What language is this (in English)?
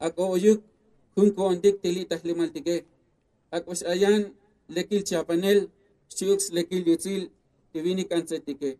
Tzotzil